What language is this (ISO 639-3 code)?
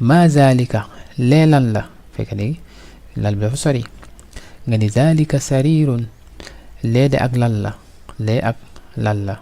wol